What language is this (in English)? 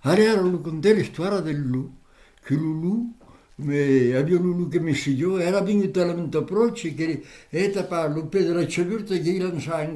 Occitan